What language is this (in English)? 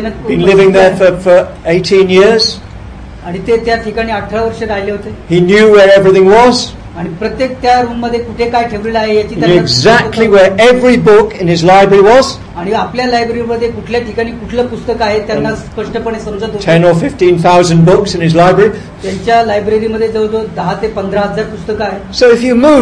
Marathi